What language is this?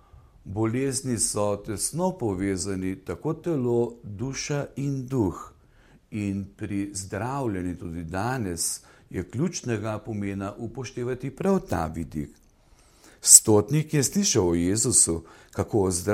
Slovenian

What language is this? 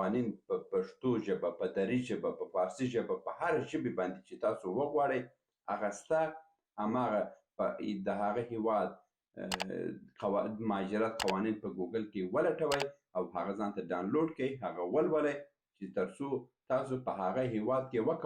Pashto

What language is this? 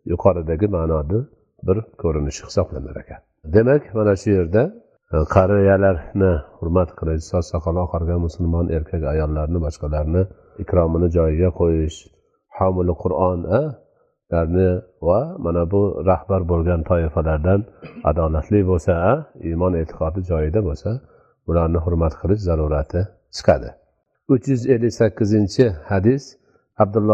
Uzbek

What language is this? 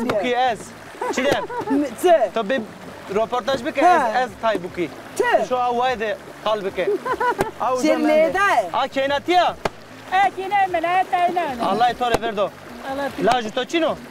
Zaza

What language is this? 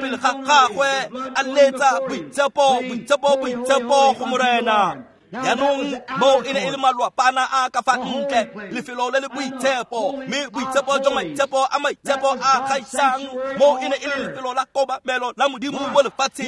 Tswana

